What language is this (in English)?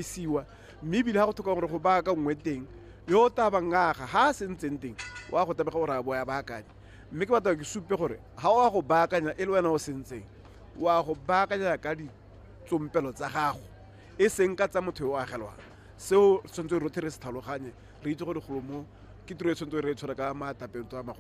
Tswana